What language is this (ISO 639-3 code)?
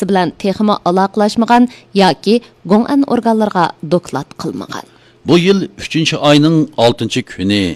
uig